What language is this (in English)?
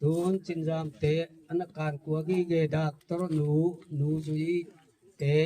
Gangte